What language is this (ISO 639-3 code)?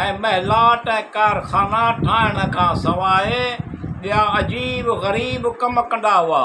snd